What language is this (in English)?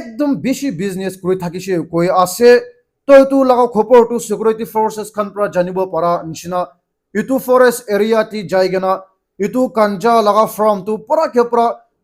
Naga Pidgin